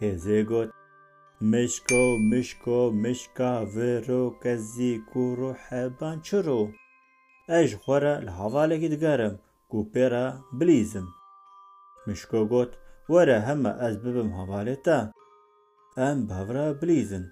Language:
Kurdish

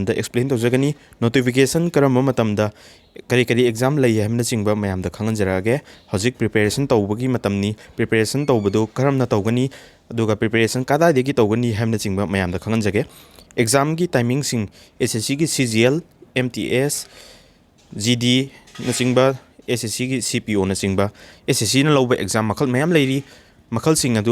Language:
Manipuri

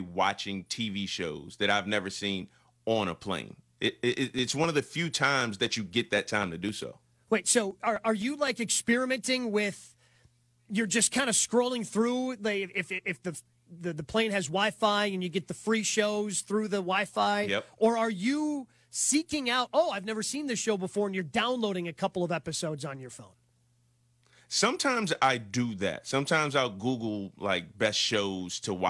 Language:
English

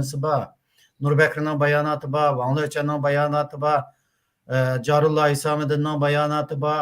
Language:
Uyghur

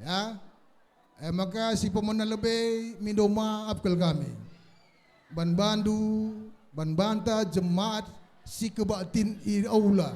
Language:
Batak Karo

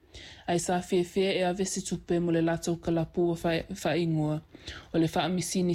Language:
Samoan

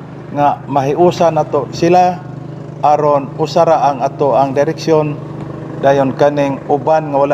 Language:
Cebuano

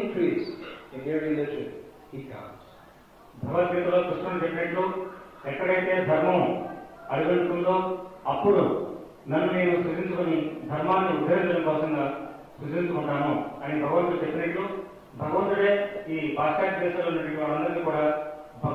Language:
Telugu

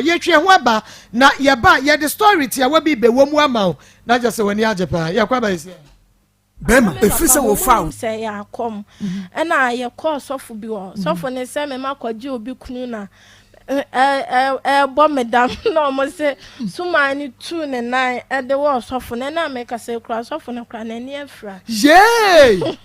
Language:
Akan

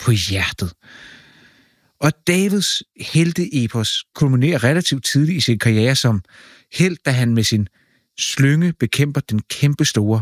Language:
Danish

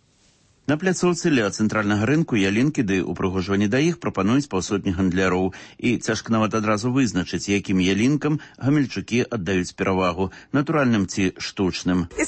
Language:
Belarusian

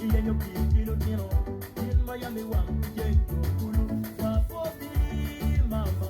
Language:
Acoli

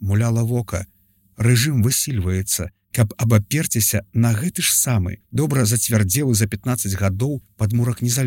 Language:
Belarusian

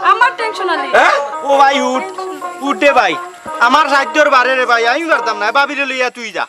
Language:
Sylheti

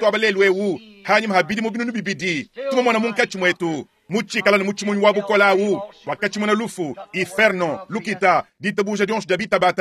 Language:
Luba-Lulua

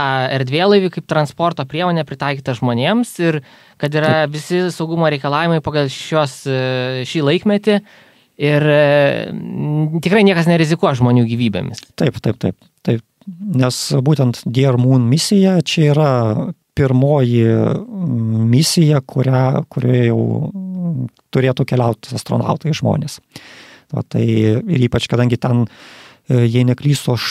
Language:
Lithuanian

